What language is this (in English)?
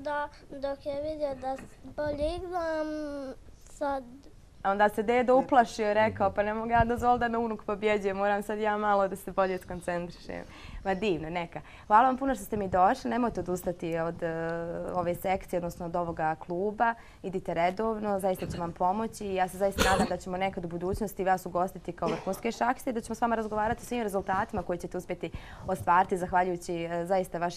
Bosnian